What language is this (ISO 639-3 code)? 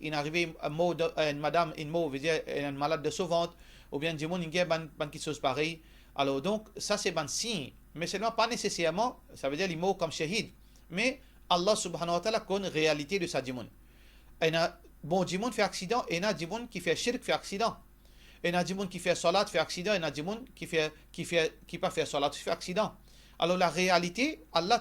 mfe